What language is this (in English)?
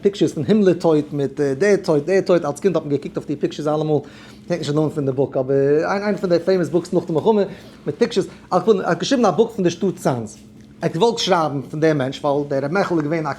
Yiddish